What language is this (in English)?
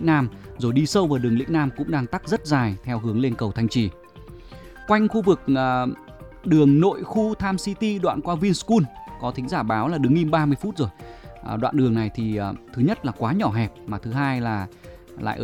Vietnamese